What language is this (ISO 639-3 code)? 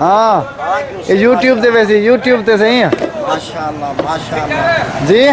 skr